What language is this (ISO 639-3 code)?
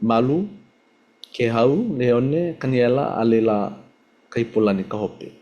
haw